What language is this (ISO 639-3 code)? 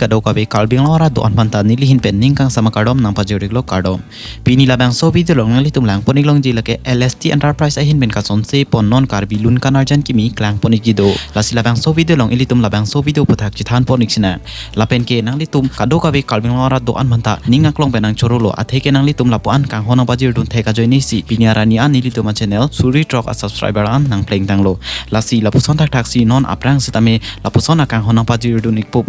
mjw